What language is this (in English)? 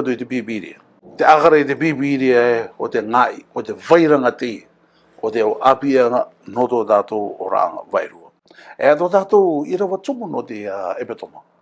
Rarotongan